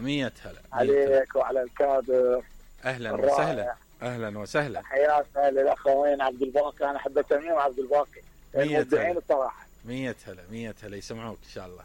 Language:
Mesopotamian Arabic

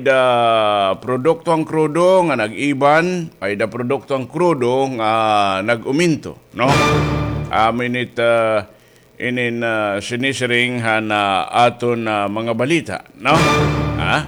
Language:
Waray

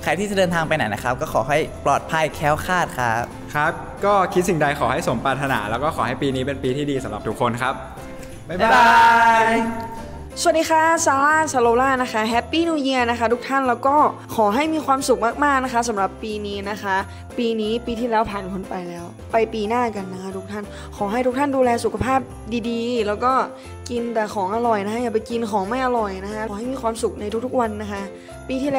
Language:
Thai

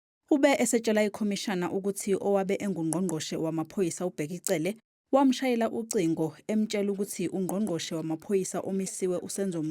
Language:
Zulu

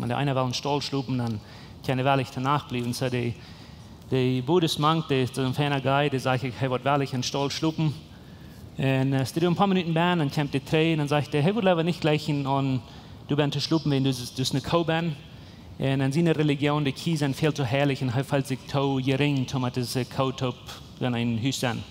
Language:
Plautdietsch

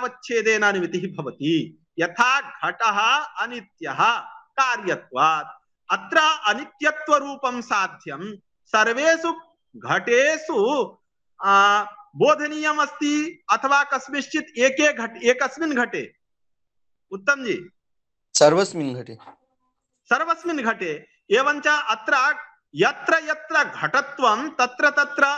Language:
Sanskrit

